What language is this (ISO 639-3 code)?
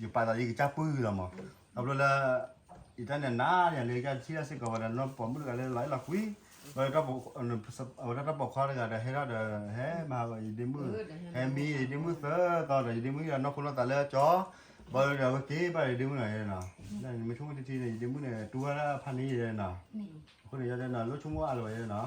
ksw